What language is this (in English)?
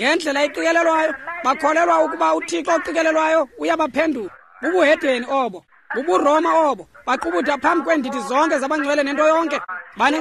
Xhosa